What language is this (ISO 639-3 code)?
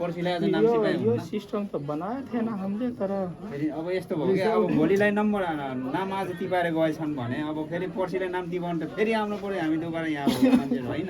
nep